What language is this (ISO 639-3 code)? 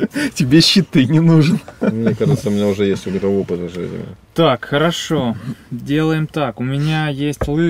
rus